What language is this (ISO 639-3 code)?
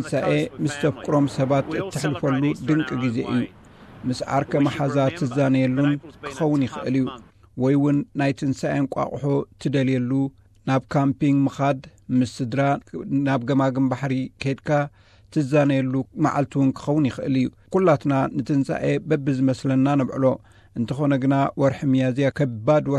tir